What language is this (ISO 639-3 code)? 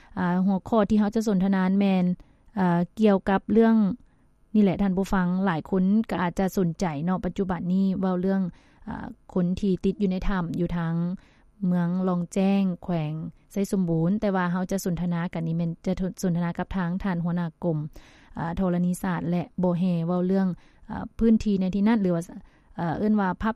lao